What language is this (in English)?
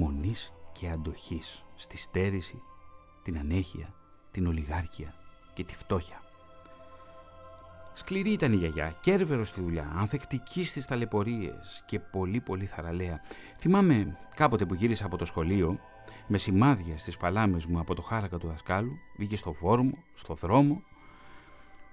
Greek